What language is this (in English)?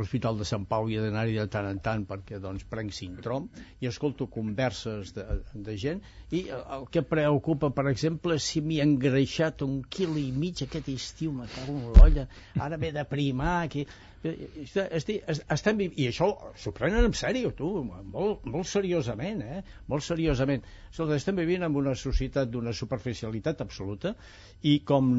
Catalan